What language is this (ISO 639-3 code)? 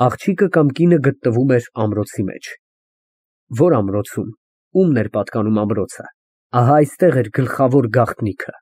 hye